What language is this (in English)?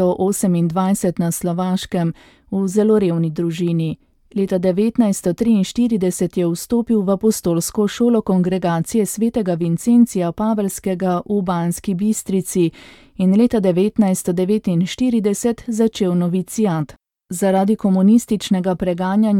Slovenian